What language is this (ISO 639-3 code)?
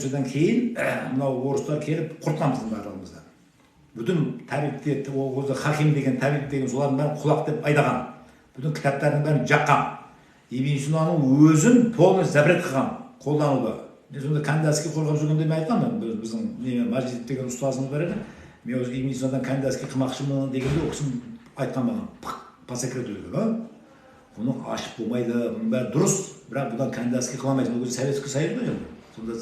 kaz